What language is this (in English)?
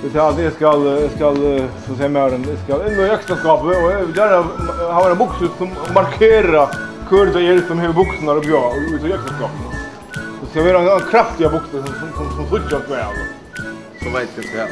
Faroese